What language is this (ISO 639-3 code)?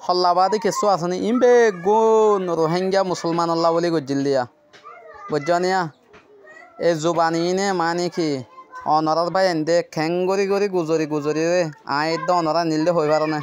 rhg